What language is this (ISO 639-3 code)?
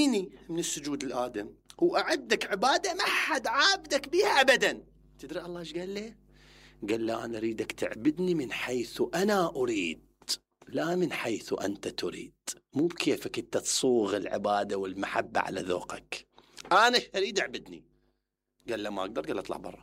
acm